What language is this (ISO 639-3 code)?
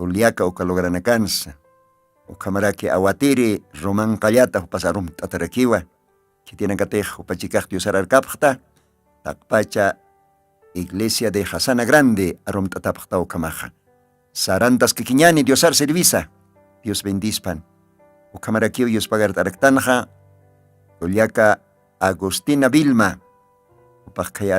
aym